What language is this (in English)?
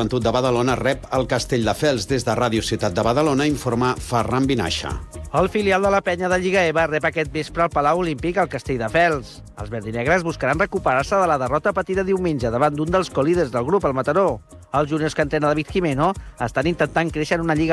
Catalan